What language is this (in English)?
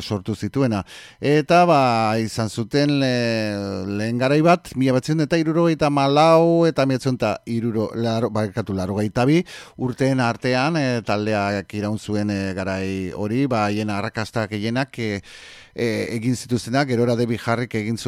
Basque